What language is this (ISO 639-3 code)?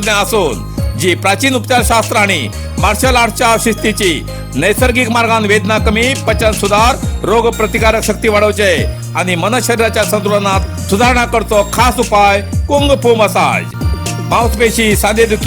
kok